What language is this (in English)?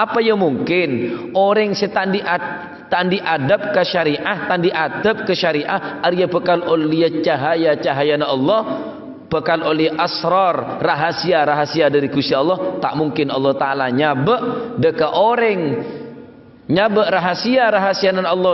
Madurese